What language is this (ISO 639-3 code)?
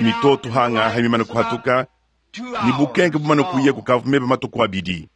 lua